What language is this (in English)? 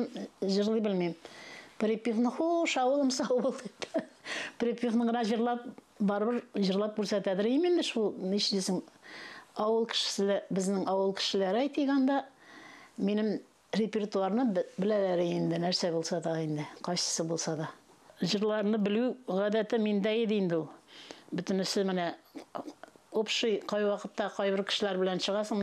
Tatar